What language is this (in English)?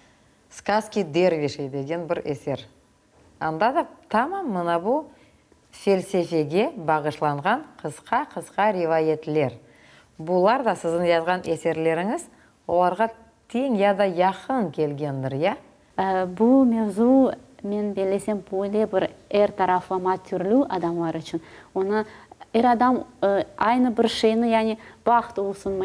Crimean Tatar